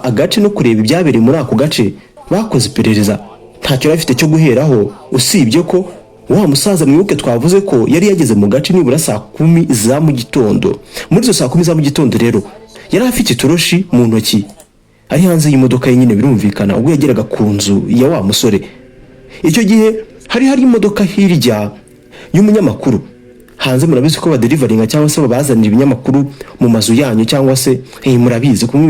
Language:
Kinyarwanda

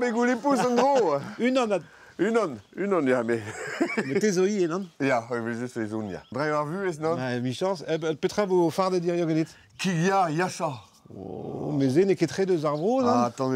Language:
Breton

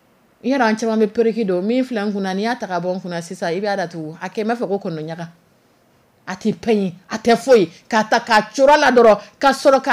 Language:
Dyula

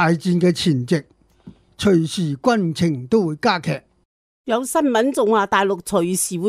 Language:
Cantonese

